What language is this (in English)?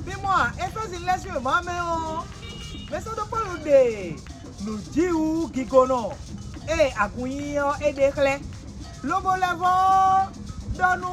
Fon